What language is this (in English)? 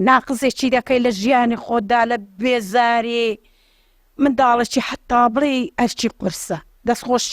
Central Kurdish